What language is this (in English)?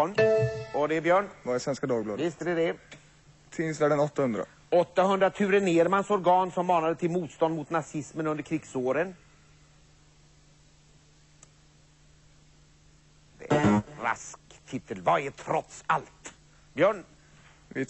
Swedish